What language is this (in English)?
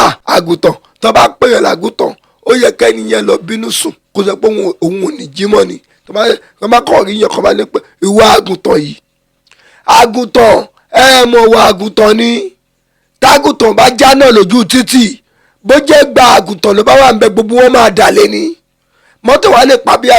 Yoruba